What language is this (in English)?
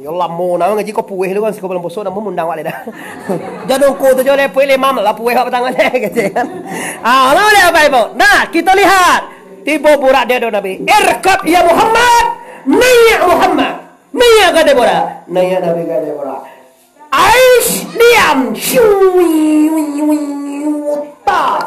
Minangkabau